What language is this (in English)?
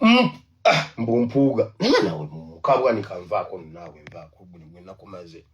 Ganda